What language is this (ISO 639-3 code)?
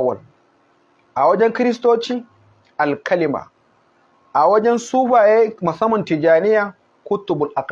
hau